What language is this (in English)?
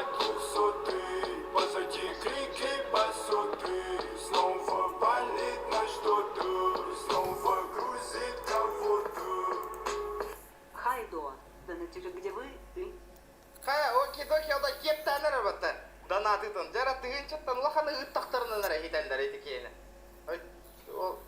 Yakut